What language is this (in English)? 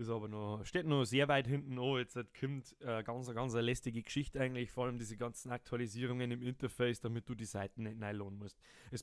Bavarian